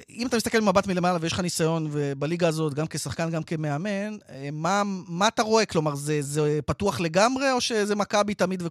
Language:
Hebrew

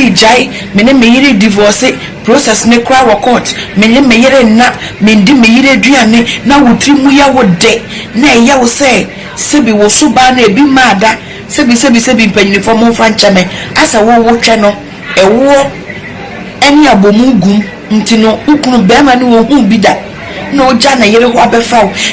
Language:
Akan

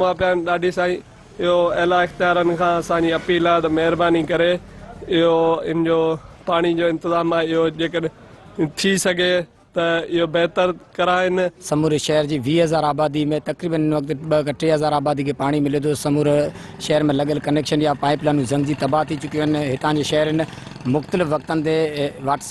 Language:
Sindhi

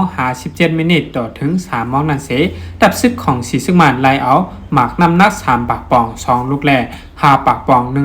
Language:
Shan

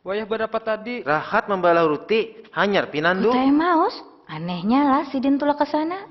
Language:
Banjar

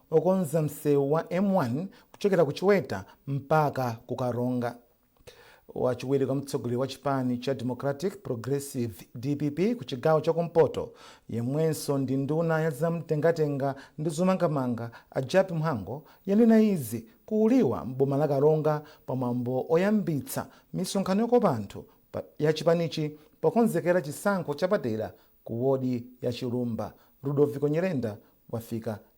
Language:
Nyanja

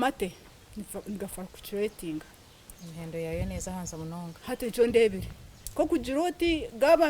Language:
Nyankole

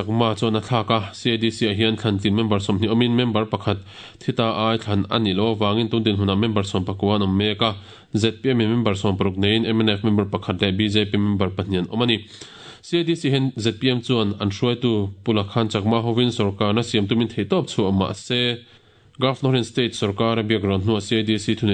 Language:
Mizo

